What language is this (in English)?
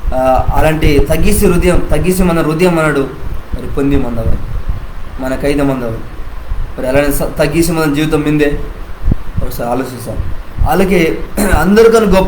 Koya